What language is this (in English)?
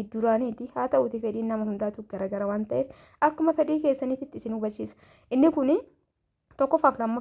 Oromo